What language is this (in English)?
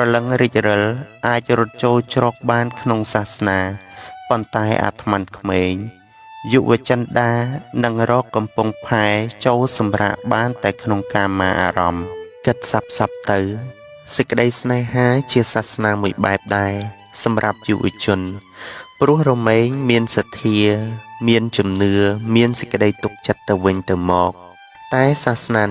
Khmer